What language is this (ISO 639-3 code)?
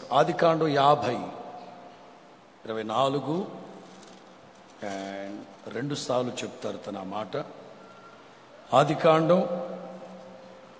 tel